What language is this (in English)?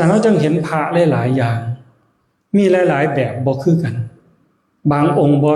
Northeastern Thai